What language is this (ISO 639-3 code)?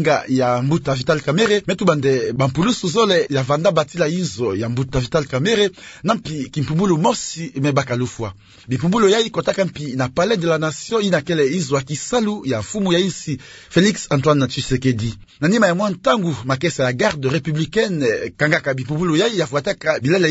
ktu